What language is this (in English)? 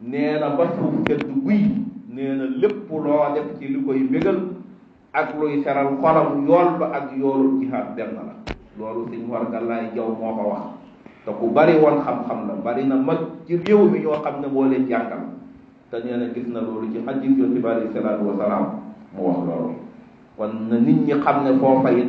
Wolof